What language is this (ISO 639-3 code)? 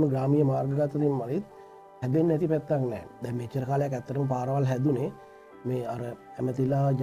sin